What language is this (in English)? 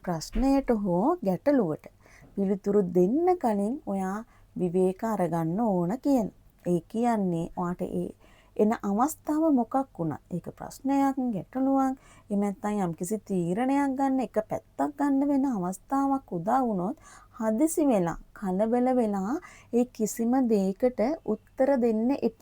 Sinhala